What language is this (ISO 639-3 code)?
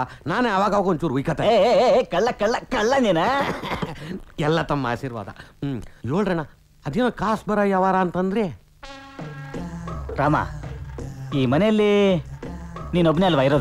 kan